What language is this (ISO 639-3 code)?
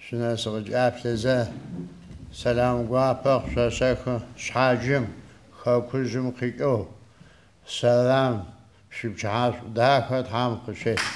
ady